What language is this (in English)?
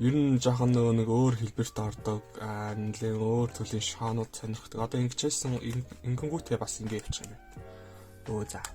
Mongolian